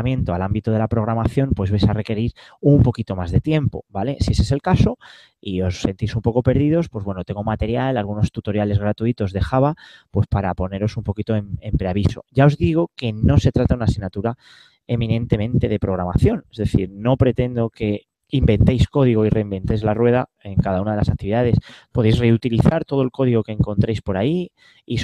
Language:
Spanish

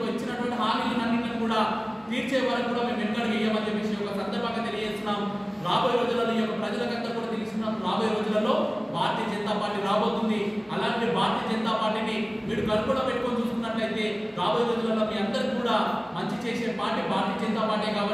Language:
Telugu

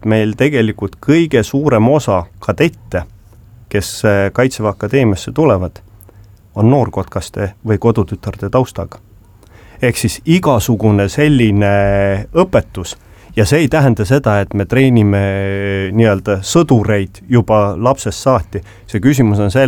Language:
Estonian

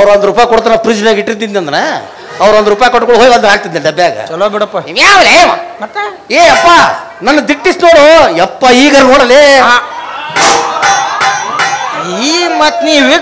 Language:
Kannada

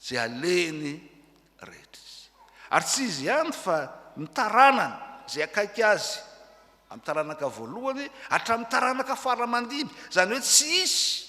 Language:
Malagasy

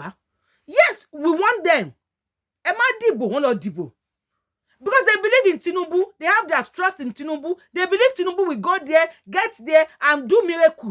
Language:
Yoruba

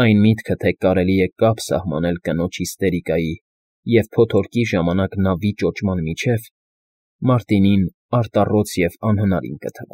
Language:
Armenian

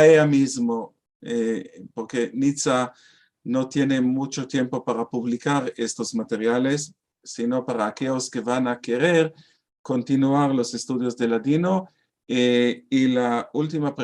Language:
Ladino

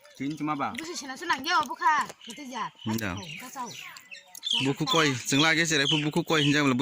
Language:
Kok Borok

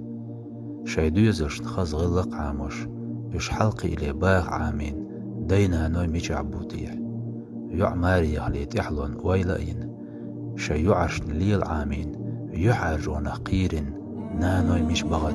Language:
Chechen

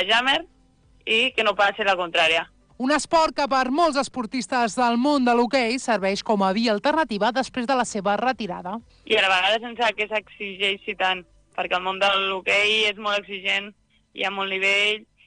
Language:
Catalan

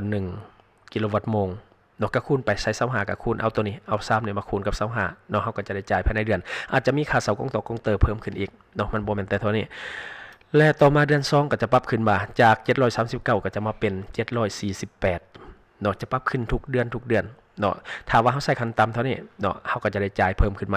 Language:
Lao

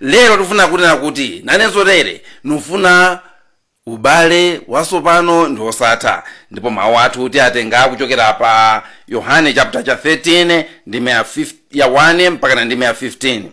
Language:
Nyanja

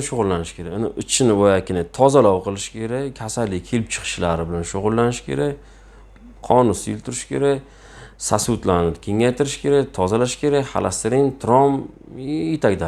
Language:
Uzbek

